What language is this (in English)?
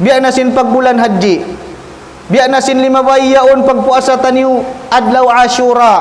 Tausug